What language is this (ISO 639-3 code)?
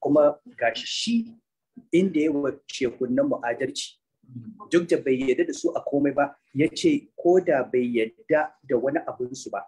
hau